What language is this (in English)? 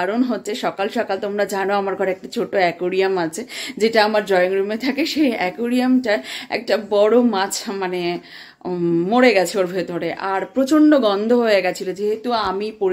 Bangla